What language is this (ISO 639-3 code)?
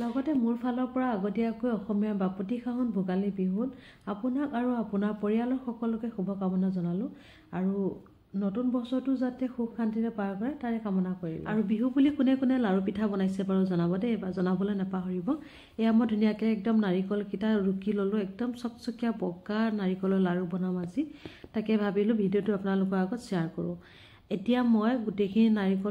asm